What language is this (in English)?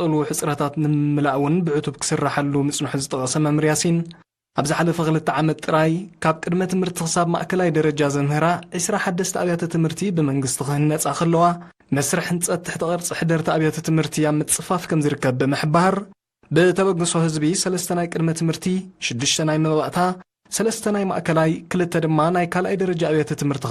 Tigrinya